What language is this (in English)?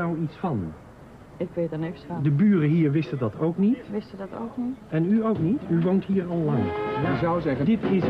Dutch